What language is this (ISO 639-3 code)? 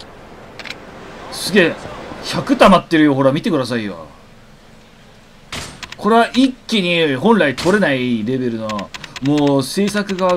jpn